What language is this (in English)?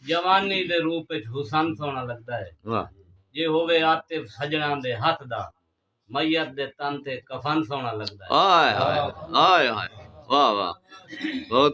Saraiki